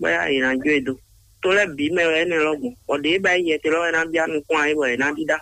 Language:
Fon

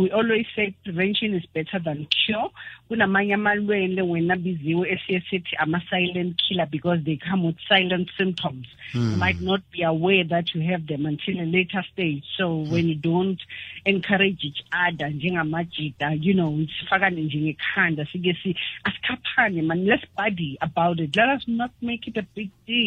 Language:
South Ndebele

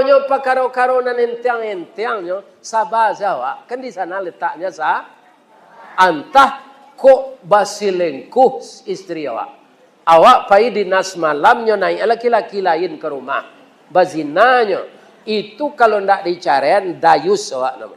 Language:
Minangkabau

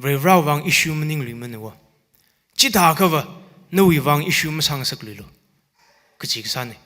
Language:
Tangkhul Naga (India)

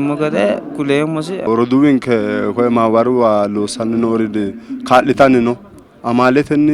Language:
Sidamo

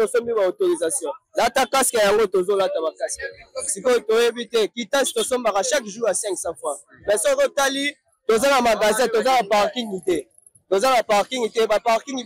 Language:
Lingala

